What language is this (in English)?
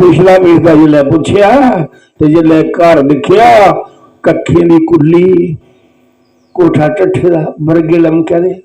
Dogri